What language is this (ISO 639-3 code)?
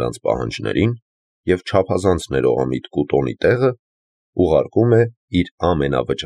hye